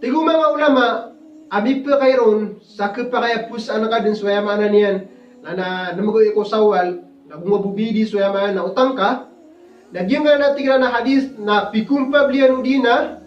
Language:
Maranao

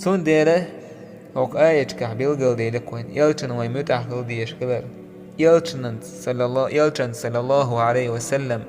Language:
Chechen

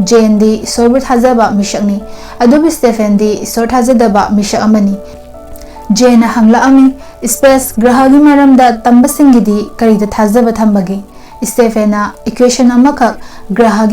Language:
Manipuri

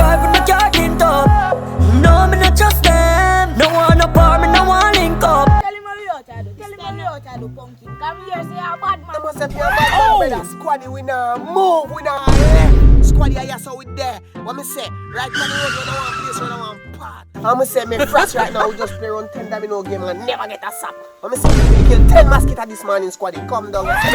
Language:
Jamaican Creole English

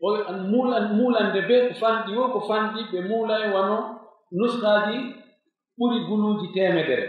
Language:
Pular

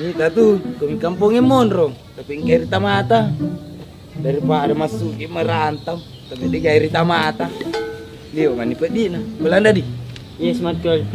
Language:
Buginese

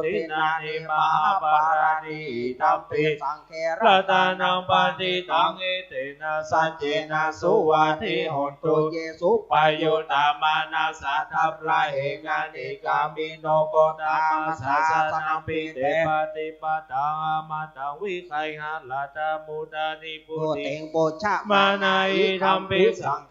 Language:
Pali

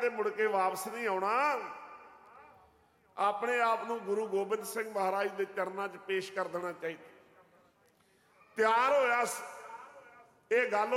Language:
Punjabi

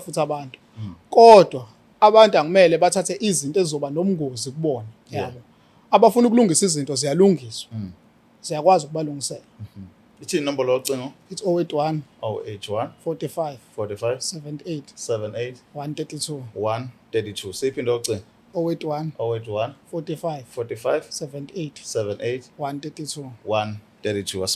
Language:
Zulu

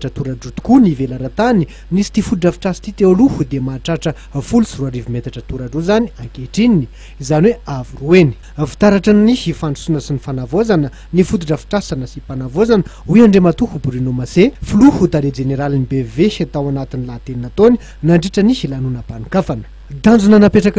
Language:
Malagasy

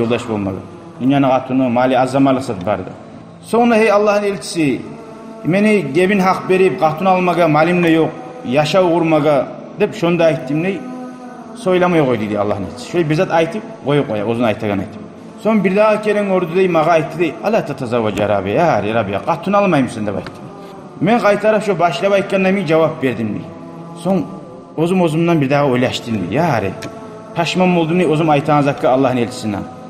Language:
Kumyk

